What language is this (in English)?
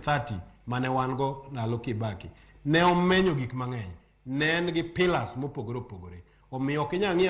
Luo (Kenya and Tanzania)